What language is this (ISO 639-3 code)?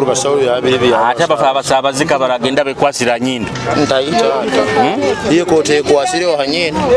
nyo